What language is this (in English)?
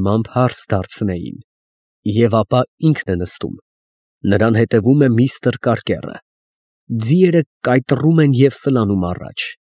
Armenian